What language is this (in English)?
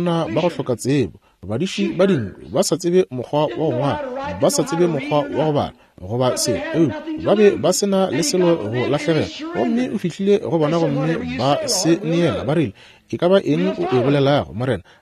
Northern Sotho